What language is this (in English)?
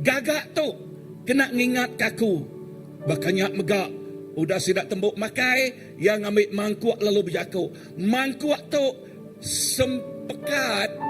Iban